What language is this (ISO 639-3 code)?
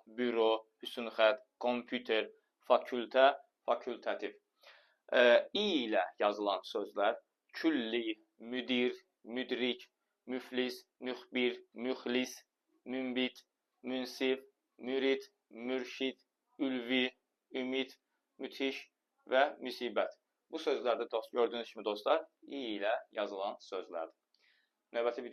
aze